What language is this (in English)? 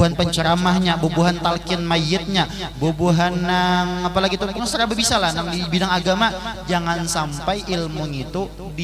Banjar